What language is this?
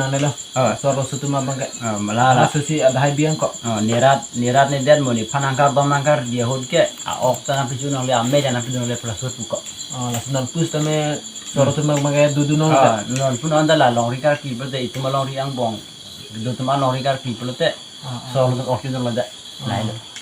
Karbi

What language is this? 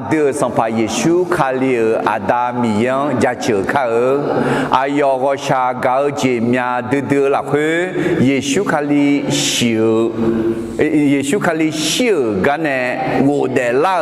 Akha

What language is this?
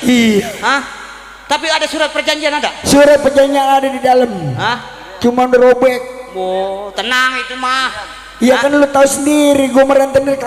Betawi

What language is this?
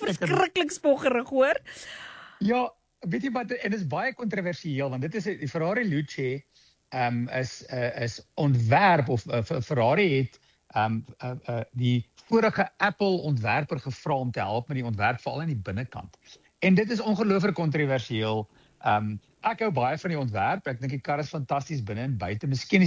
Afrikaans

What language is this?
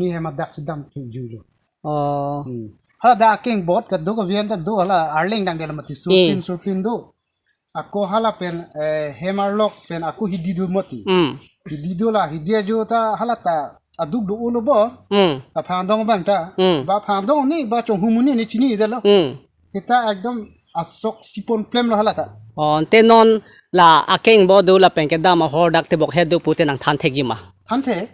Karbi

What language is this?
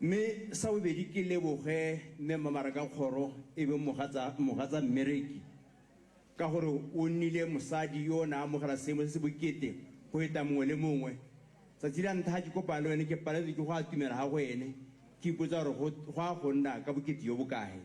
Tswana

